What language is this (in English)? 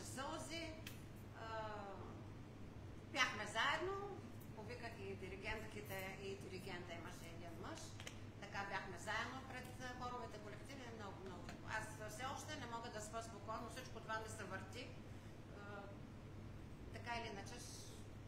Bulgarian